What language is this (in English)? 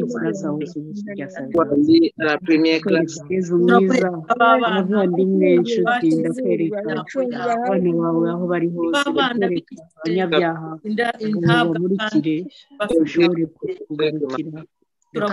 Kinyarwanda